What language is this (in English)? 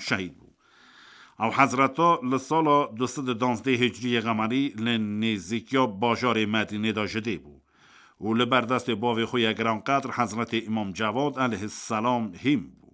Kurdish